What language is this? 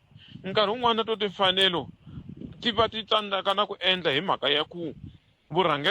Tsonga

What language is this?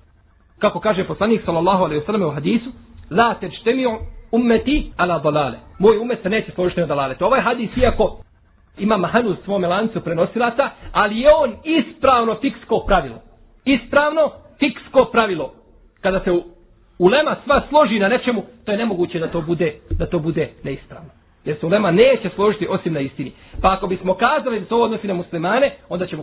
Bosnian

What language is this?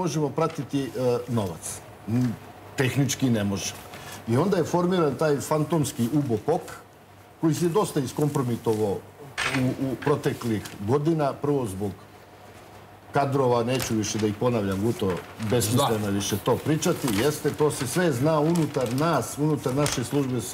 Serbian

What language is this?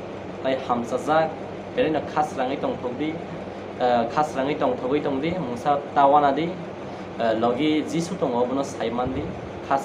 Kok Borok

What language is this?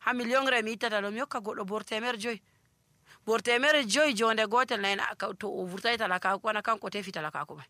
Nigerian Fulfulde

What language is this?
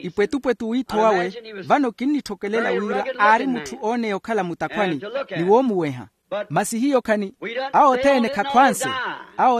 Makhuwa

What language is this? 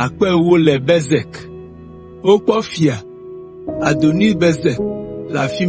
Ewe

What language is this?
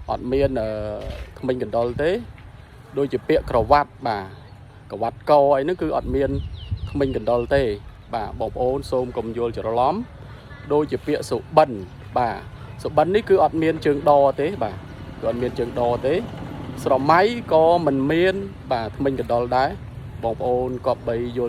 Khmer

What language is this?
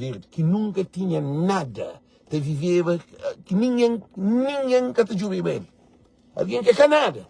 Kabuverdianu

